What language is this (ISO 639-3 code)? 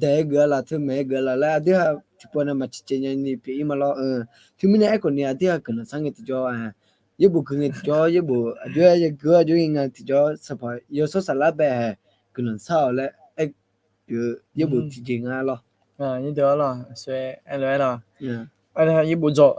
ahk